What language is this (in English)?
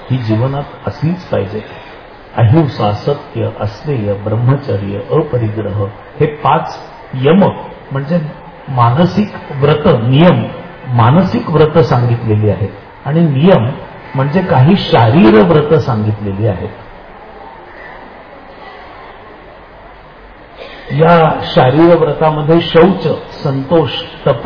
Marathi